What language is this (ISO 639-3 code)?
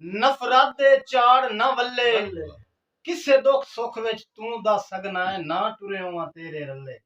skr